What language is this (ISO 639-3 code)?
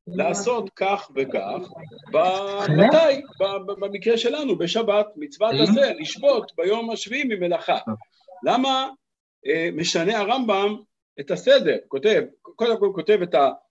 heb